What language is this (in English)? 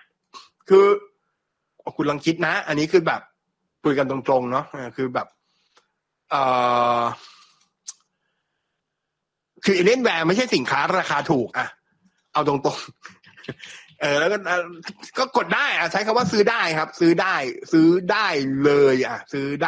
Thai